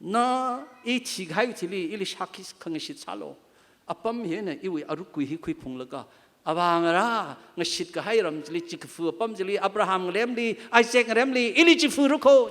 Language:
Tangkhul Naga (India)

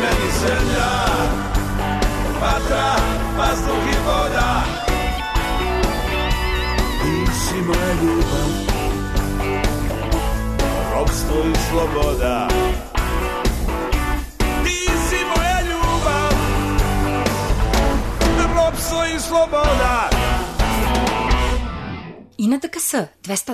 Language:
Serbian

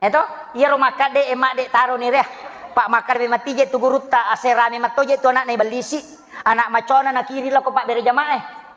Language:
Buginese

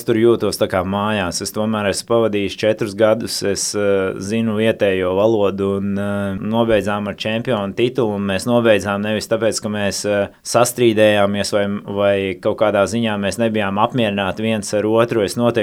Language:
Latvian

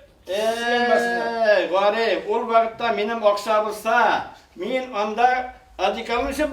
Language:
Bashkir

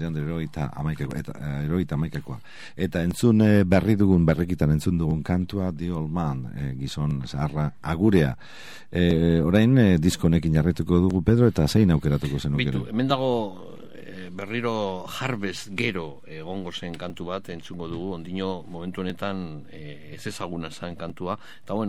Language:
Basque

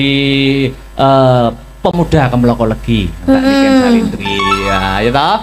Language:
Javanese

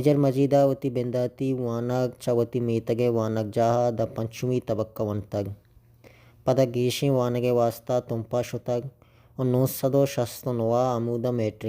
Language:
Baluchi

